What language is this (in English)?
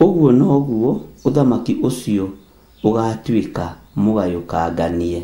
Kikuyu